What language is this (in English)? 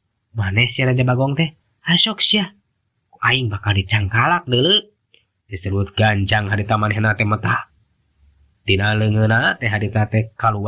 Sundanese